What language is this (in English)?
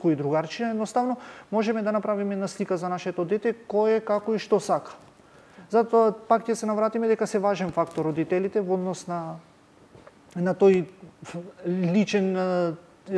Macedonian